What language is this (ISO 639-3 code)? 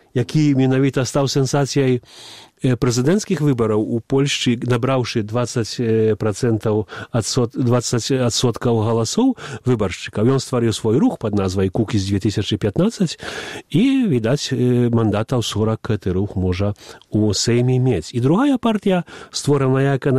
bel